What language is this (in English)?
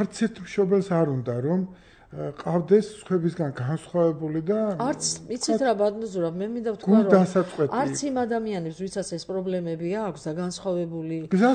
Georgian